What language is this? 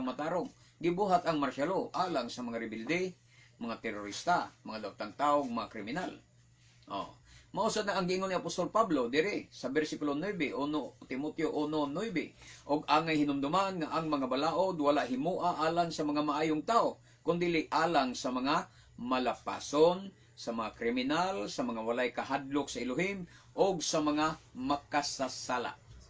Cebuano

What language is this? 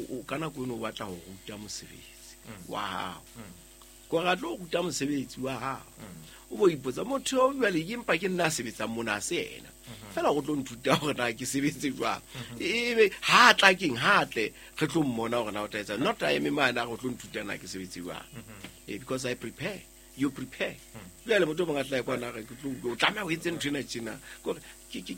Southern Sotho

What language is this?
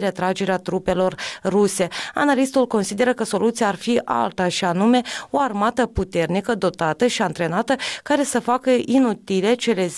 Romanian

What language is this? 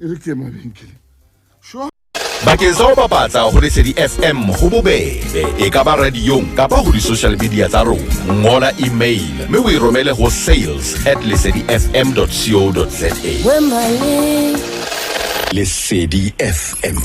Southern Sotho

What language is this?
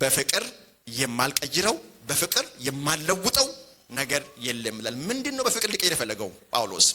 Amharic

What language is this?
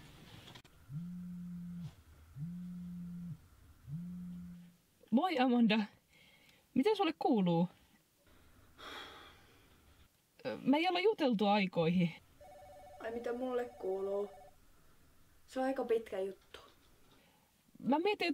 Finnish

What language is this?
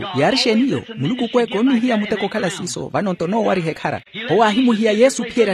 Makhuwa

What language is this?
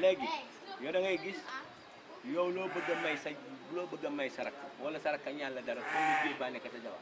Wolof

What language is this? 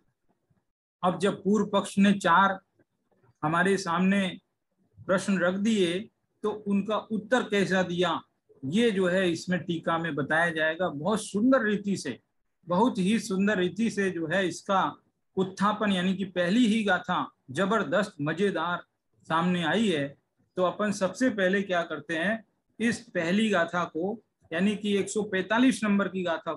Hindi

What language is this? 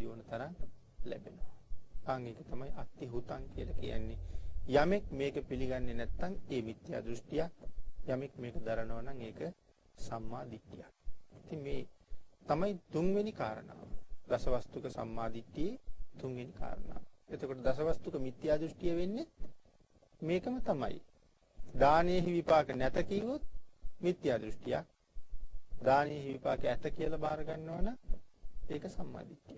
Sinhala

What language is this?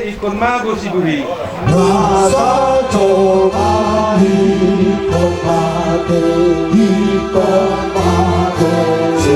Batak Toba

